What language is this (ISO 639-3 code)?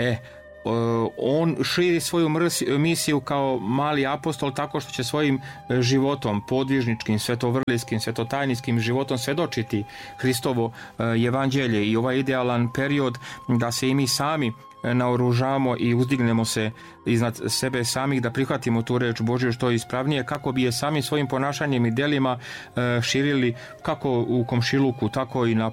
srp